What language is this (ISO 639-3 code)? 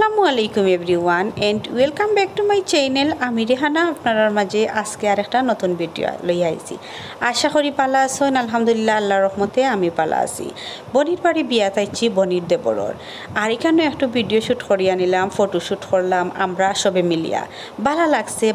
syl